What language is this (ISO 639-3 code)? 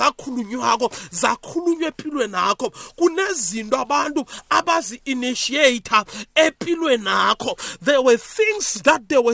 nbl